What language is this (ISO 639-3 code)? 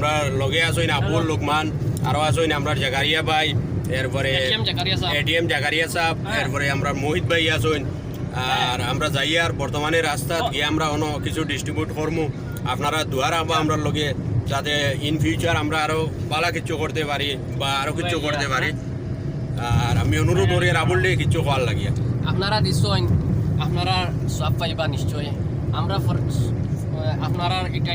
syl